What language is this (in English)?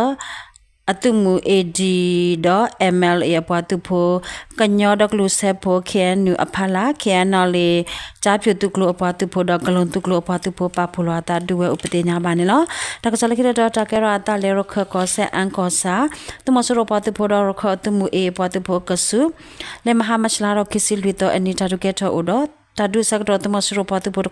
S'gaw Karen